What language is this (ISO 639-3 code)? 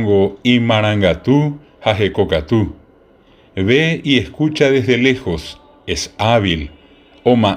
grn